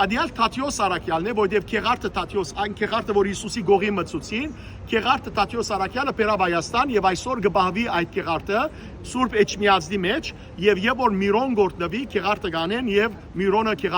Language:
Western Armenian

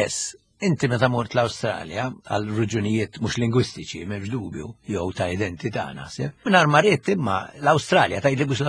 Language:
Maltese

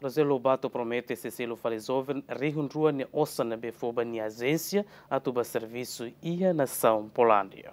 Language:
Tetum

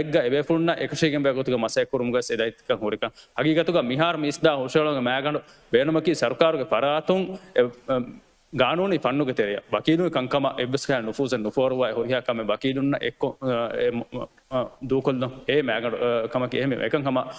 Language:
Divehi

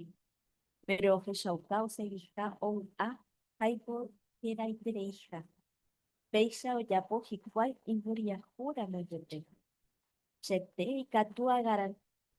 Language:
Guarani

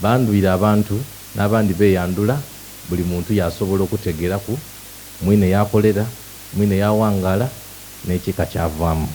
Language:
Soga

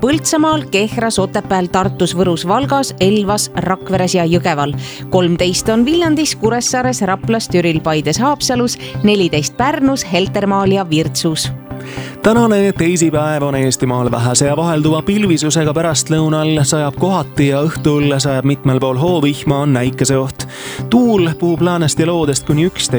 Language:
Estonian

